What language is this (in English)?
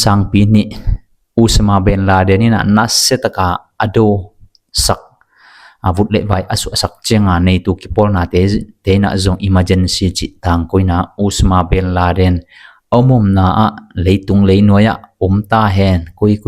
Tedim Chin